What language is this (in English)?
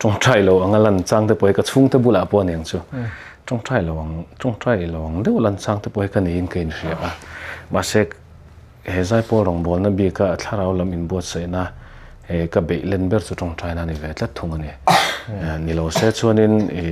Mizo